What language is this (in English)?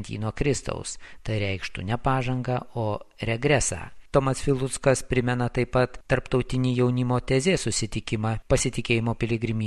Lithuanian